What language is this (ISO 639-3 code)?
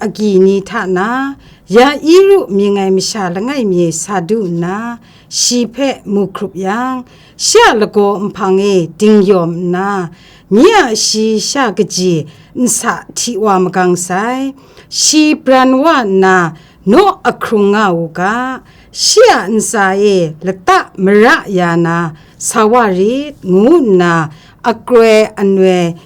kac